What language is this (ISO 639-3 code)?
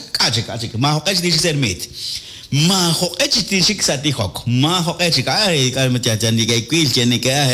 kek